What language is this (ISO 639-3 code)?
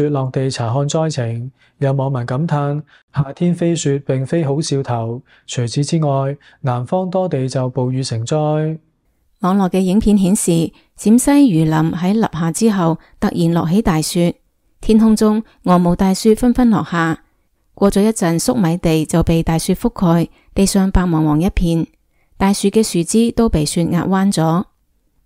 yue